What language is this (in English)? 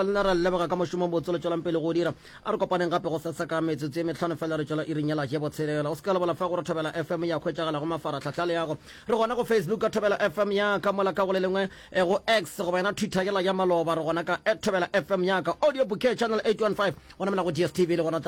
Northern Sotho